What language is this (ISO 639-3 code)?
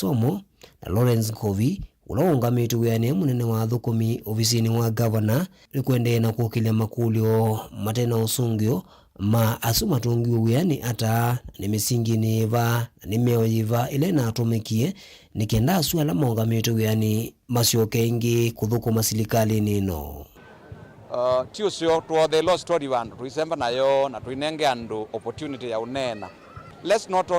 kam